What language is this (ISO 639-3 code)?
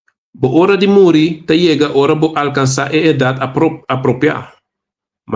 pap